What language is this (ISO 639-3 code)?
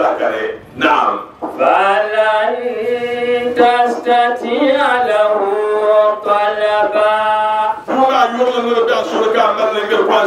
dag